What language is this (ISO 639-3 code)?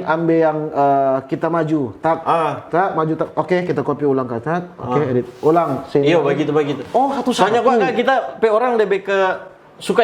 xmm